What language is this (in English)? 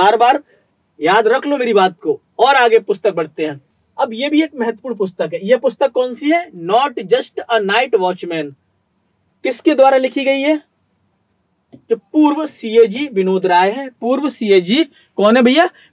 Hindi